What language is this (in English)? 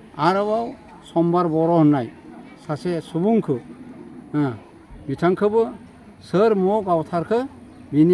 Bodo